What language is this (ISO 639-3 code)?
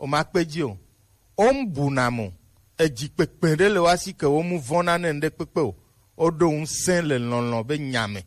gej